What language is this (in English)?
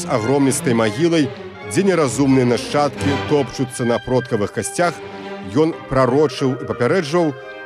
Belarusian